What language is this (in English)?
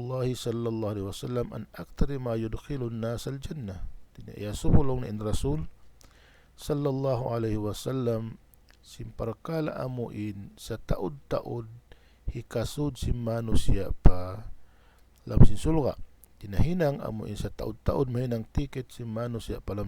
Tausug